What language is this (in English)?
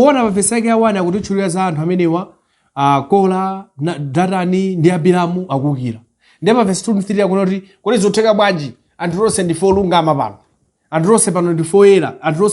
Nyanja